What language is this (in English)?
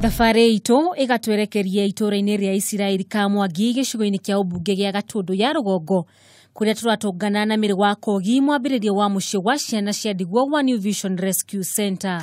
Kikuyu